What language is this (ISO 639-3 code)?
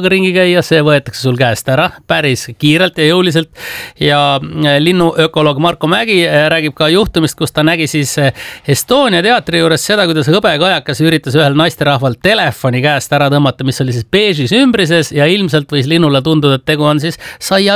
est